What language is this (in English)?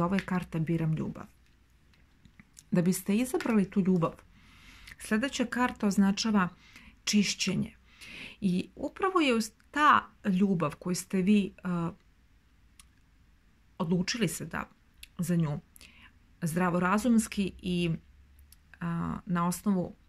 Serbian